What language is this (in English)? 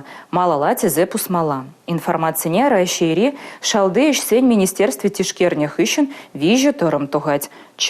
Chuvash